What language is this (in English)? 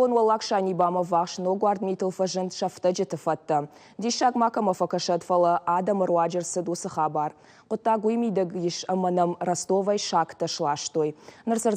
Ossetic